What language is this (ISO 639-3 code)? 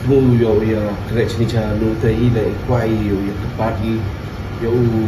kha